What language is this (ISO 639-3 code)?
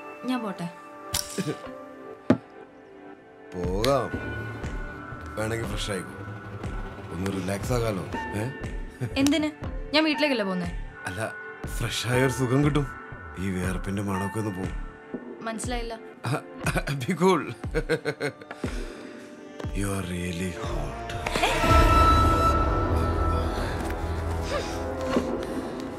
mal